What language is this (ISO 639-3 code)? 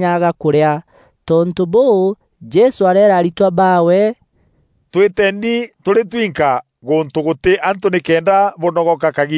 mer